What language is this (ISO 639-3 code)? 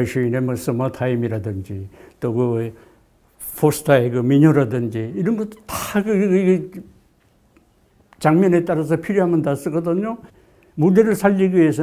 kor